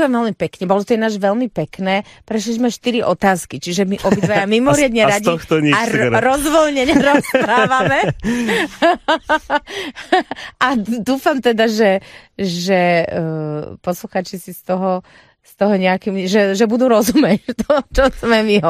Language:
Slovak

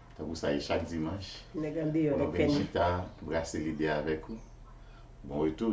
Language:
Haitian Creole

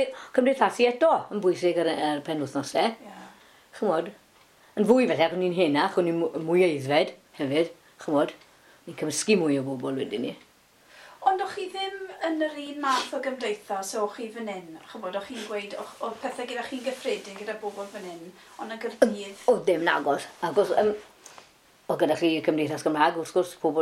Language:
Welsh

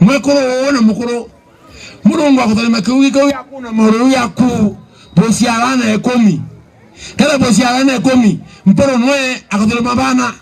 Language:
Meru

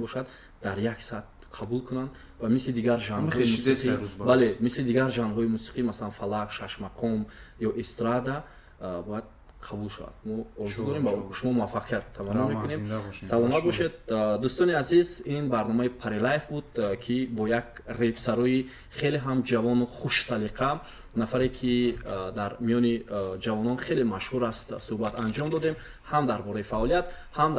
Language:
Tajik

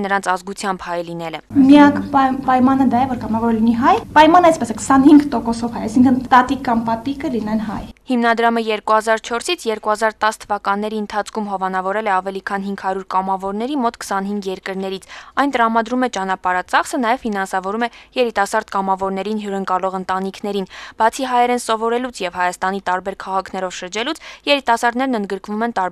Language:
Armenian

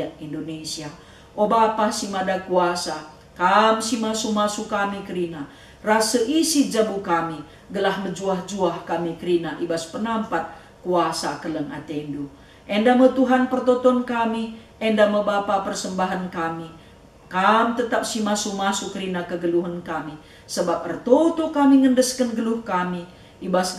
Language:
Batak Karo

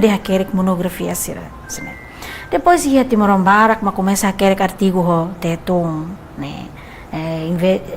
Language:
Tetum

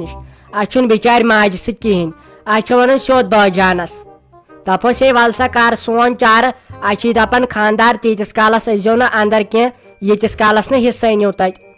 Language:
Kashmiri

